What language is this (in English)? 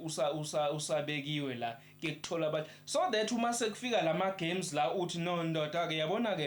Zulu